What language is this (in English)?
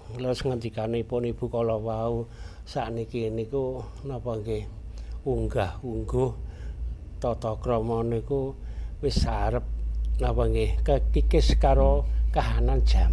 Javanese